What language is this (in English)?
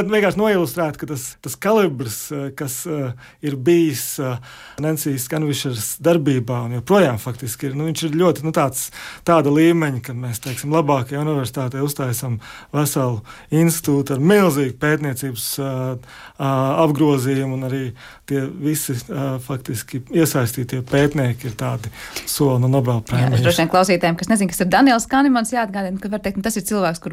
Latvian